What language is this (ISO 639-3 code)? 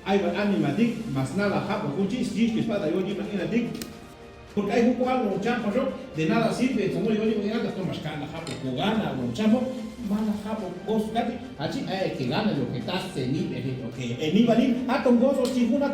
cac